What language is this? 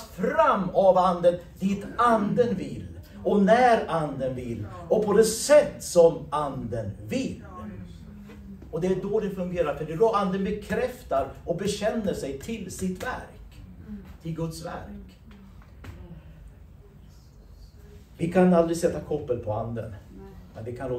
Swedish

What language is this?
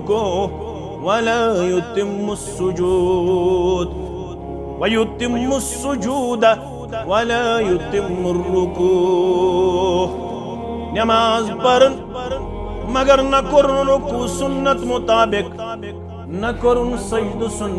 Kashmiri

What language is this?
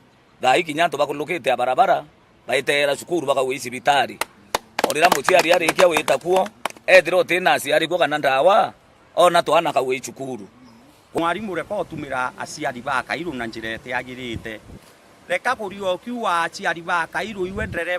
Meru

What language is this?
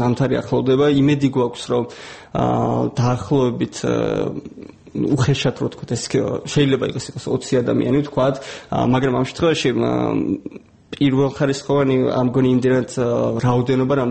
Georgian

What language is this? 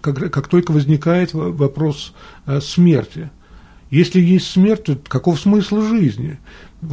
Russian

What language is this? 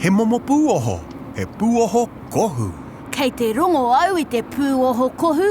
Māori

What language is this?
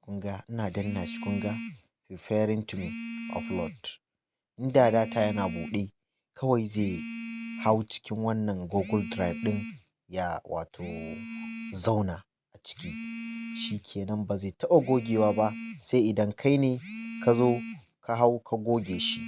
Hausa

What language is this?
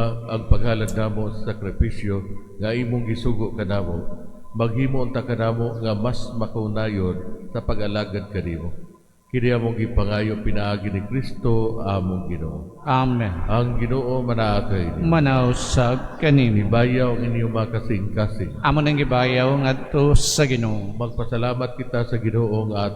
Cebuano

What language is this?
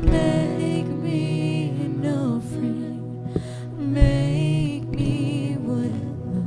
Waray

